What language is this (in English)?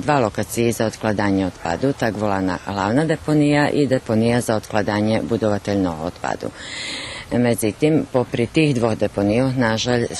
Rusyn